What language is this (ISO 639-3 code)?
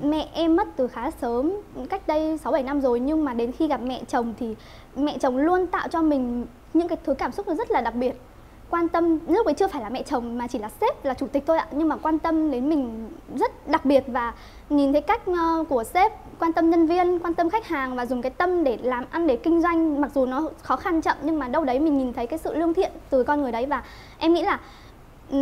vie